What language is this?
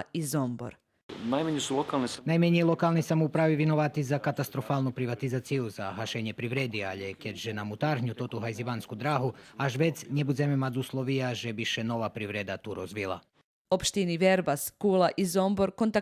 Rusyn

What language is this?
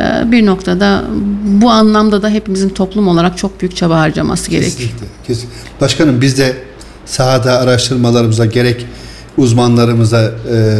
Turkish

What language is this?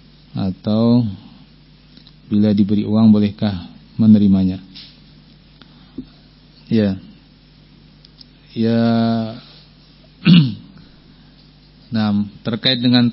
Indonesian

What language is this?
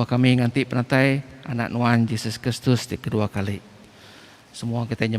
Iban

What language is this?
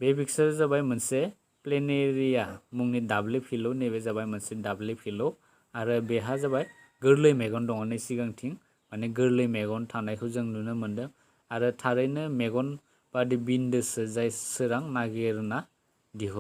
Bodo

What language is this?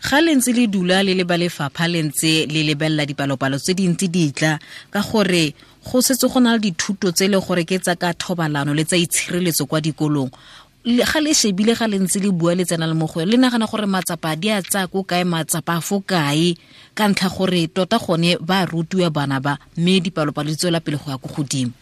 Tswana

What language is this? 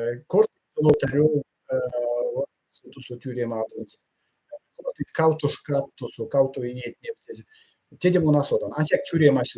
Erzya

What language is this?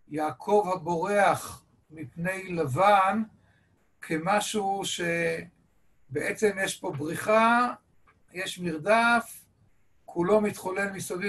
Hebrew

